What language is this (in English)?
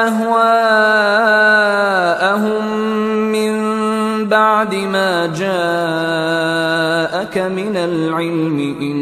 Arabic